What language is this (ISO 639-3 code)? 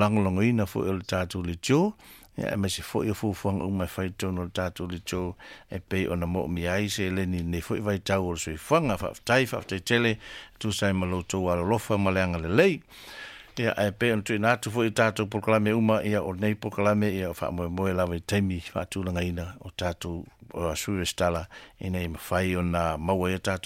smo